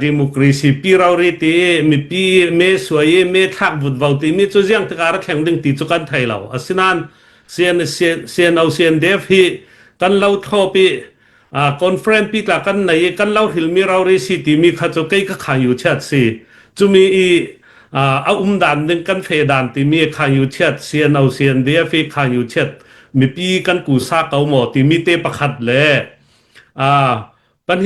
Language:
Hakha Chin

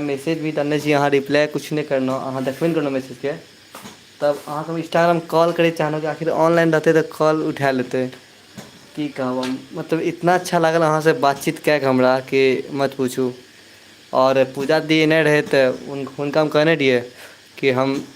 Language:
Maithili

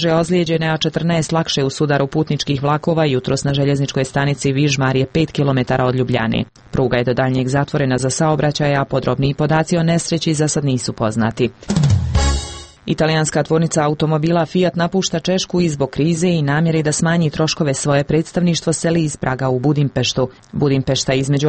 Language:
Croatian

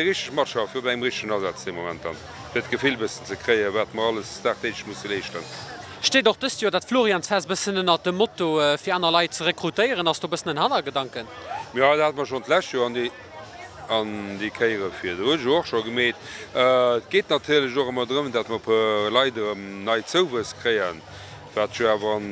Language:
Luxembourgish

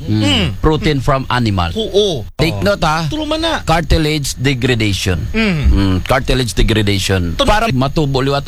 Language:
Aklanon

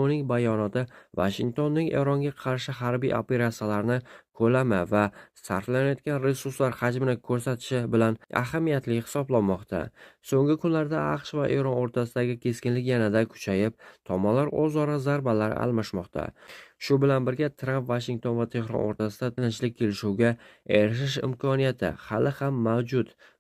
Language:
Uzbek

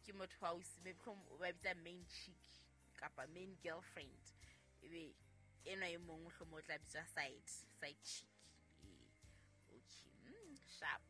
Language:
Southern Sotho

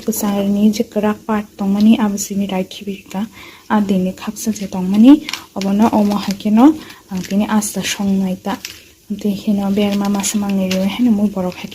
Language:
Kok Borok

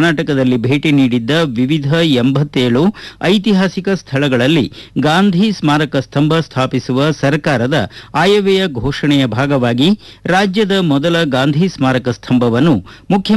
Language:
Kannada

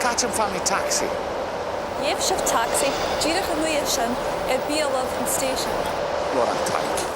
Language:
Scottish Gaelic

